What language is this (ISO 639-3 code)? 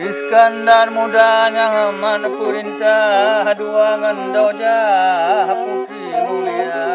ace